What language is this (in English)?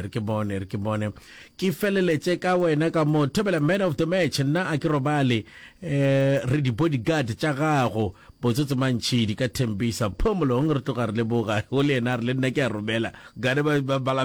Northern Sotho